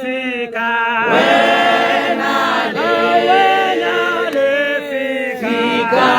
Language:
Tswana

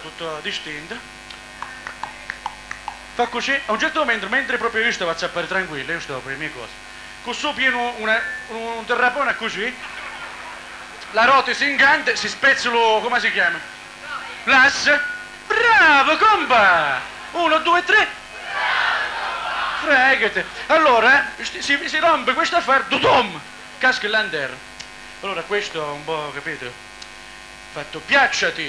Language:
Italian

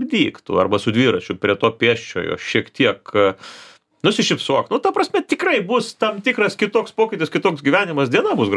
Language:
Lithuanian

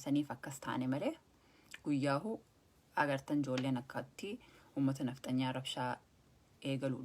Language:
Oromo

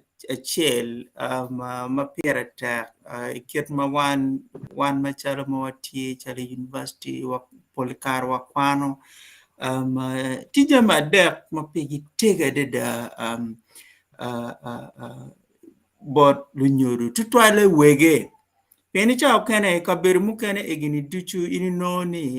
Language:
Acoli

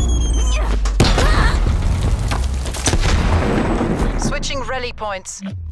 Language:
English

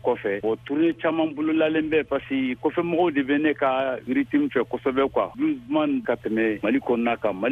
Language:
Bambara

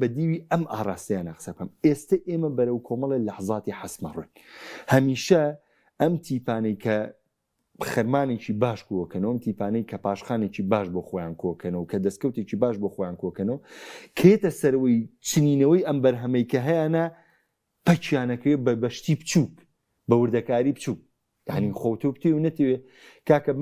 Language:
Central Kurdish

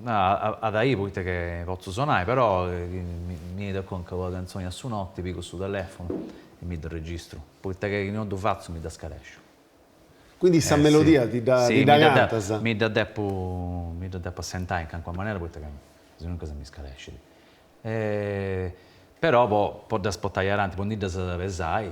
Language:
Sardinian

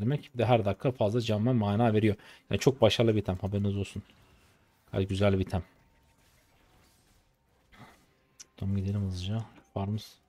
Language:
Turkish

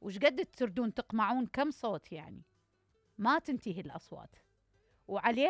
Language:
Mesopotamian Arabic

